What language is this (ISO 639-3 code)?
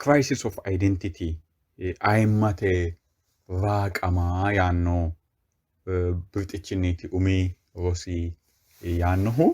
sid